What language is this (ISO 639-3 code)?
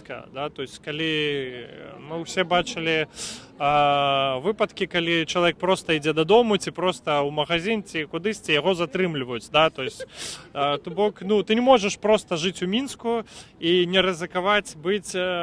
bel